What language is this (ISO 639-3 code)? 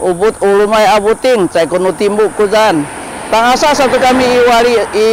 szy